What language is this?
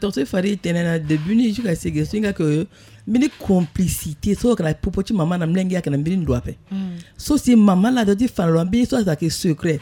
Sango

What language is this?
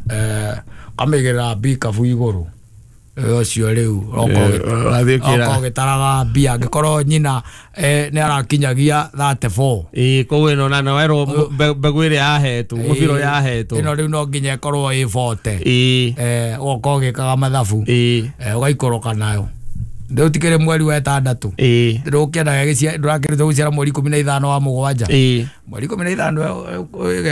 Kikuyu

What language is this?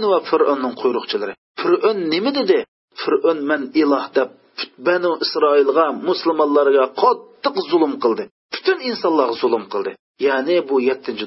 Uyghur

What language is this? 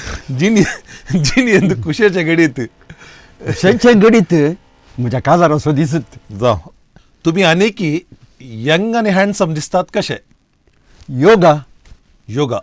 Konkani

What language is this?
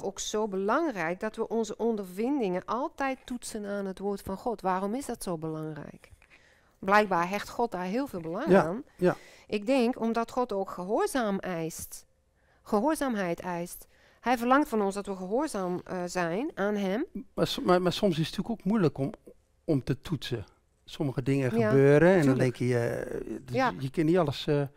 Dutch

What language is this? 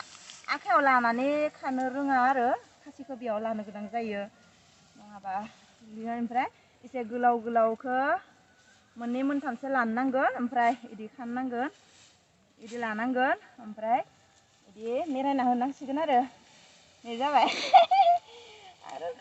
Bodo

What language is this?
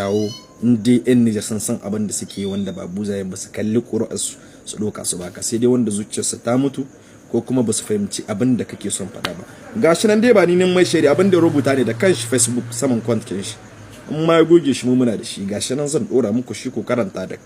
Hausa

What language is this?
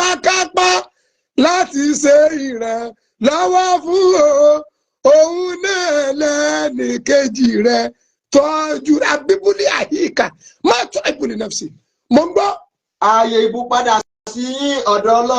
Yoruba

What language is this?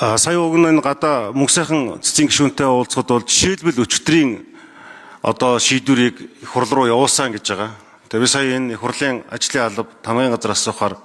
Mongolian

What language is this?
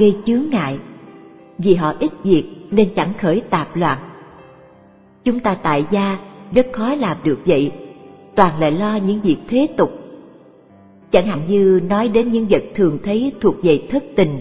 Vietnamese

